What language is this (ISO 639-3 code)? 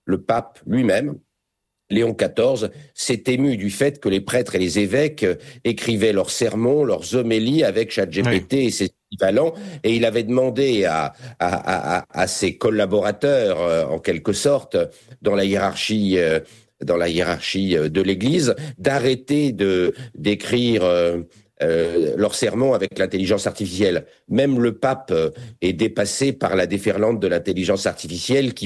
fra